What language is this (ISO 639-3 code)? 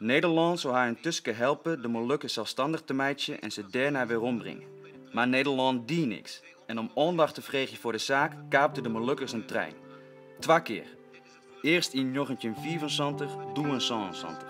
fry